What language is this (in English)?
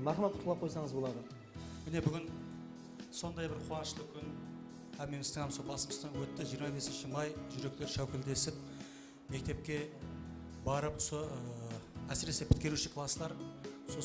Kara-Kalpak